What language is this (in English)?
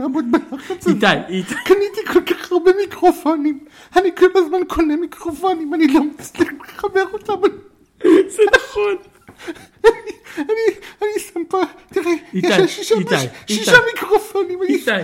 Hebrew